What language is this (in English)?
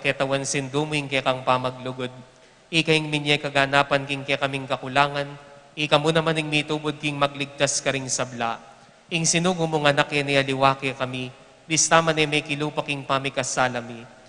Pampanga